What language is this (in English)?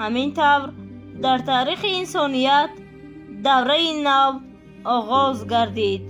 Tajik